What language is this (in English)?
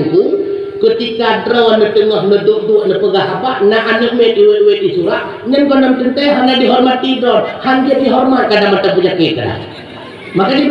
Achinese